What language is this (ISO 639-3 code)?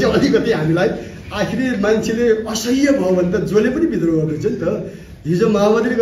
nep